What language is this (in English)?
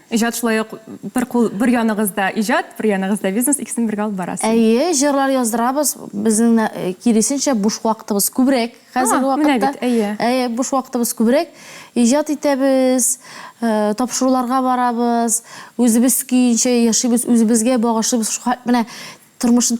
Tatar